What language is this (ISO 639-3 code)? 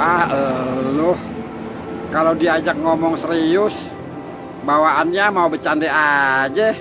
bew